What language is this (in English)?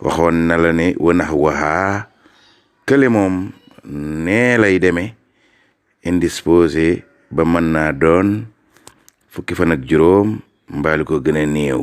Wolof